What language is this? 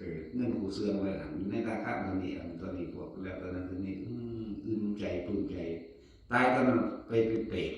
Northeastern Thai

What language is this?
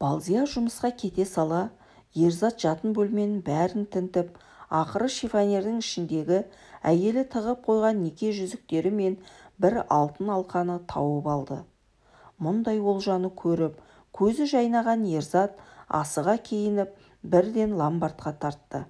Kazakh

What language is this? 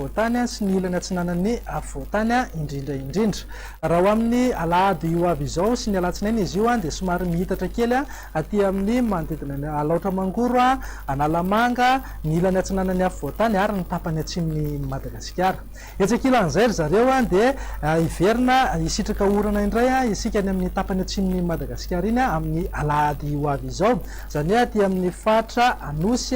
Malagasy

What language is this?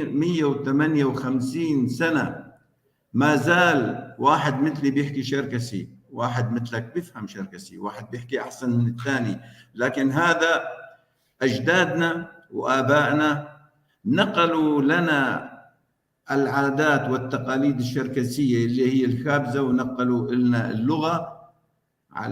North Levantine Arabic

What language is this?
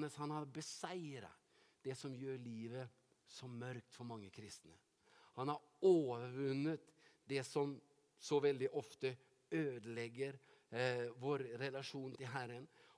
Norwegian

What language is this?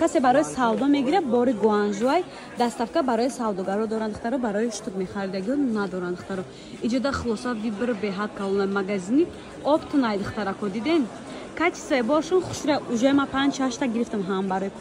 Tajik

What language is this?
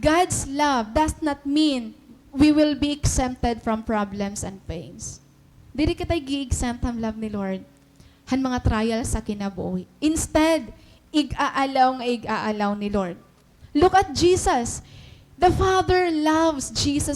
Waray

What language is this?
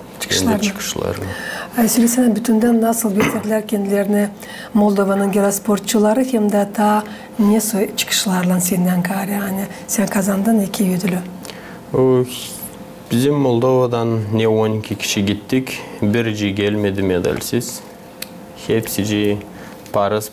Gagauz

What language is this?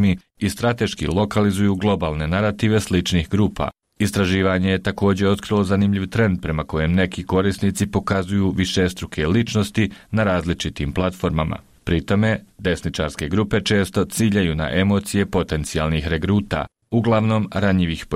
Bosnian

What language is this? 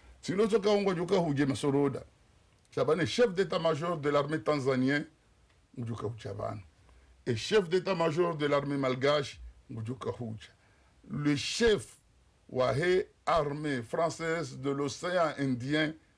Ngazidja Comorian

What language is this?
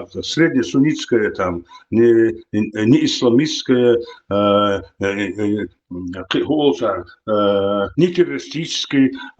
Chechen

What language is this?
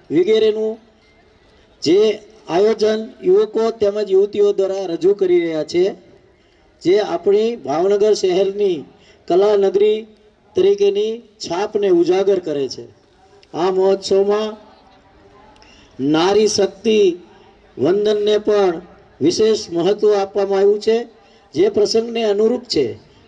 Gujarati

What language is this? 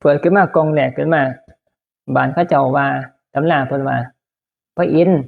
Northeastern Thai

